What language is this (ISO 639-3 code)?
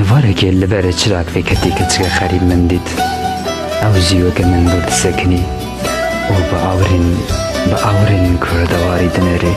kur